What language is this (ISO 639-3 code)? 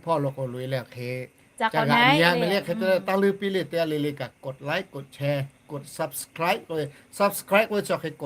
lhu